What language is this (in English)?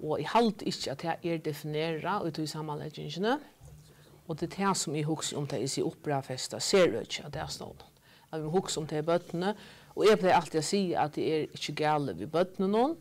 Faroese